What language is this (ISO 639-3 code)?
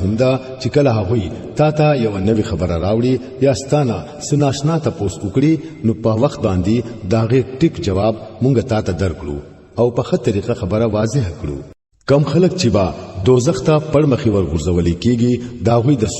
pus